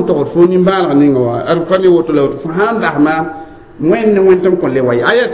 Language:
Mossi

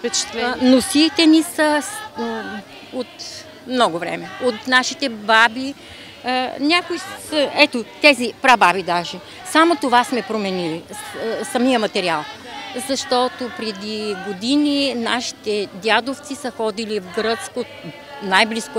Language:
Bulgarian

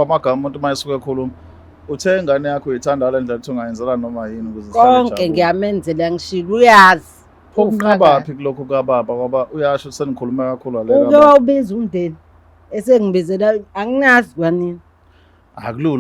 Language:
Zulu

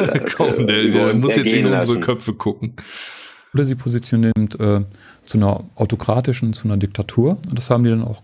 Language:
German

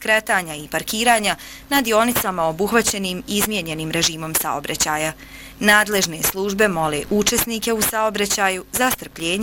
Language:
Bosnian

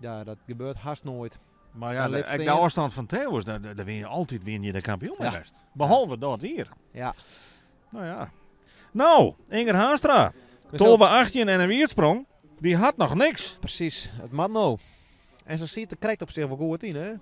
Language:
Western Frisian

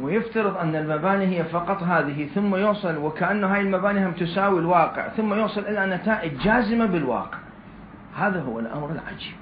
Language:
Mesopotamian Arabic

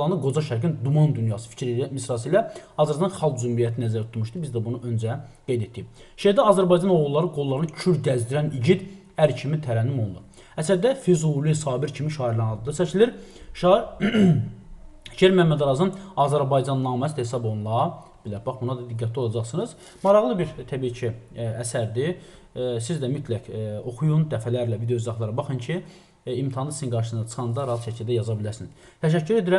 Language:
Azerbaijani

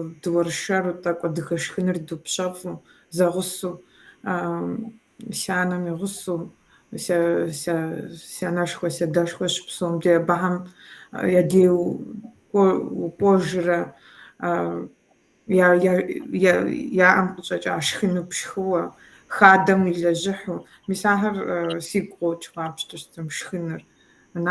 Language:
Kabardian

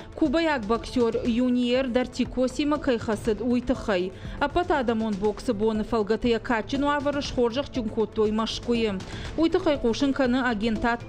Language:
Ossetic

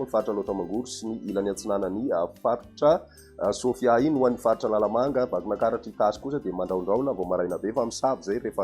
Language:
Malagasy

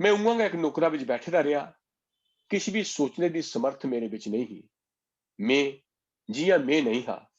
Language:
Dogri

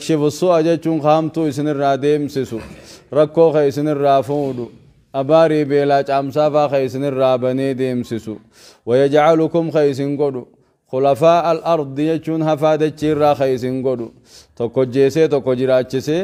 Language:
Oromo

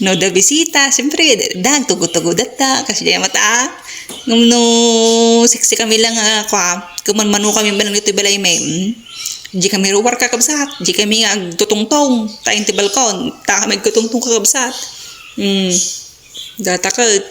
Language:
Iloko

